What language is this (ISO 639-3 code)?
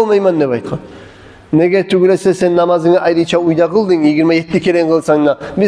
kum